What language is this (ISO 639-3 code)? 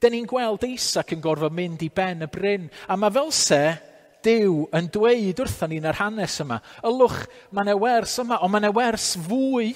cym